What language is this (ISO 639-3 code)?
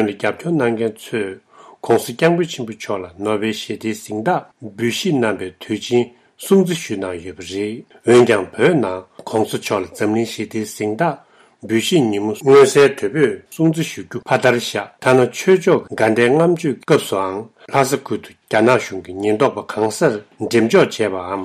bod